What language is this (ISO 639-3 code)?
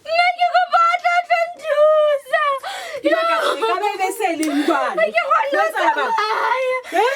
sot